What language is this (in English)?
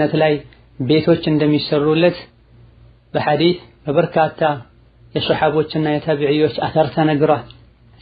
Amharic